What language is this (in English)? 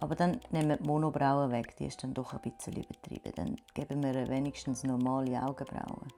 Swiss German